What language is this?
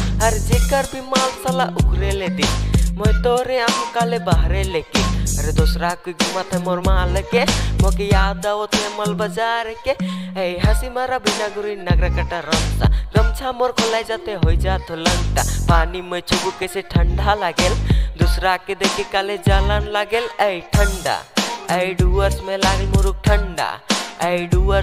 Sadri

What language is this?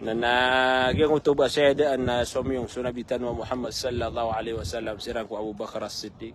Maranao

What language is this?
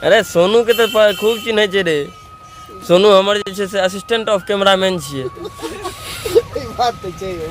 Maithili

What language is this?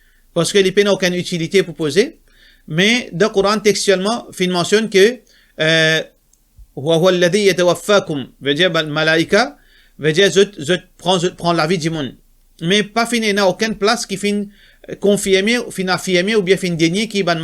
Morisyen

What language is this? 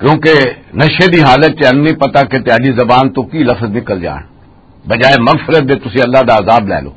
Western Panjabi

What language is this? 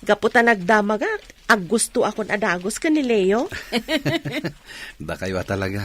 Iloko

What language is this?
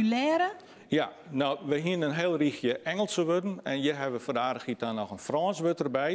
Western Frisian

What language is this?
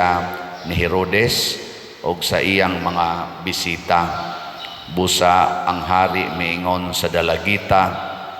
Cebuano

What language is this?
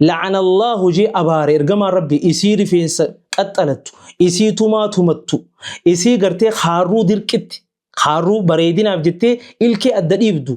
Oromo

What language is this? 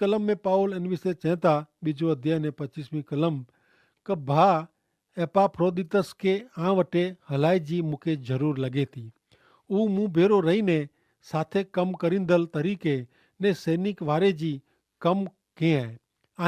Kachhi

